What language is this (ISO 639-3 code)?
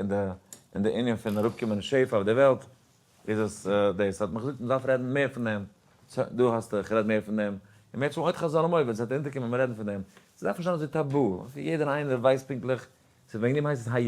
yid